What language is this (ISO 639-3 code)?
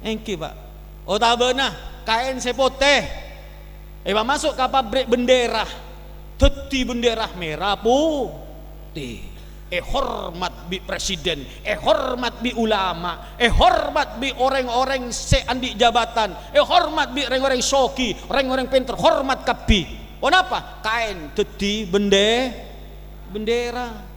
mad